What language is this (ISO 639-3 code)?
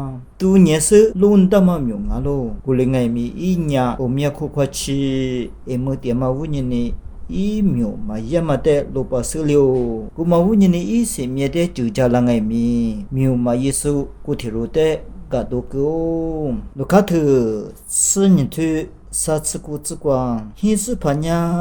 lis